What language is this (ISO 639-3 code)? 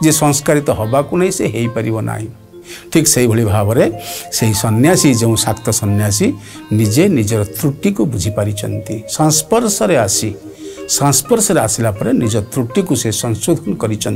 ori